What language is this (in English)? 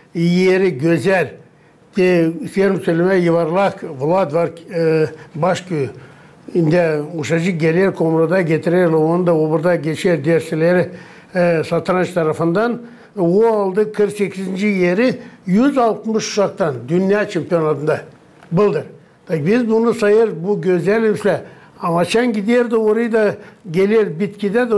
Gagauz